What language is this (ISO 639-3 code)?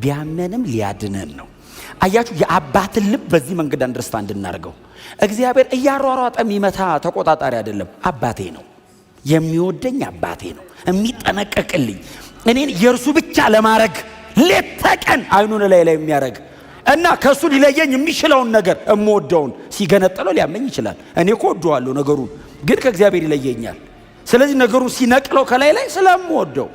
amh